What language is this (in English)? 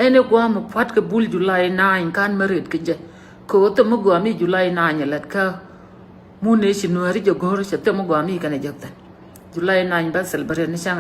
Nuer